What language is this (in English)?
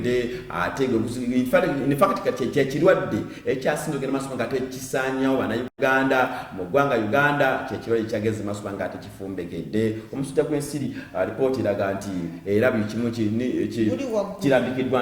Ganda